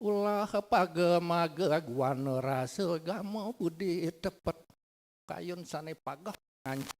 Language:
Balinese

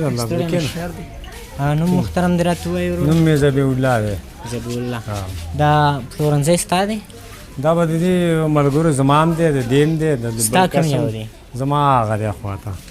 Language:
Pashto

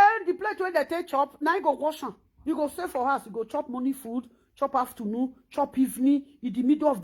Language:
Nigerian Pidgin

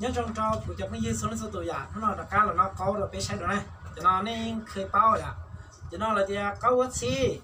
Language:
Hmong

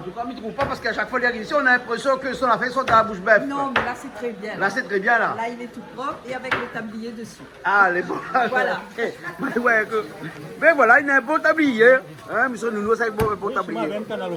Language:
Réunion Creole French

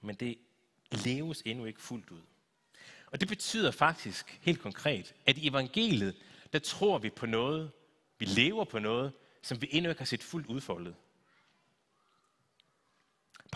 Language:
Danish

